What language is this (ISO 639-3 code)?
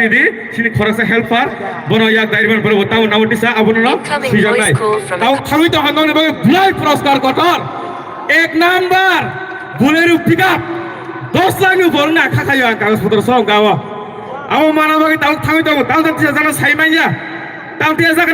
trp